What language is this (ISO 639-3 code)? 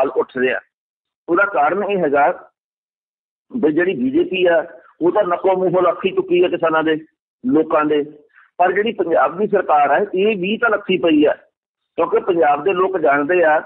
pan